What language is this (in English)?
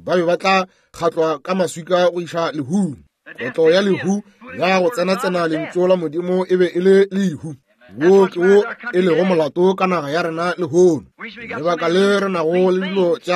Northern Sotho